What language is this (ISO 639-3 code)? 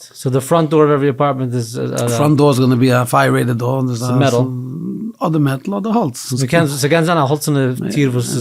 yid